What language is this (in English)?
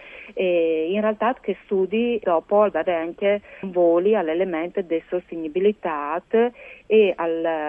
Friulian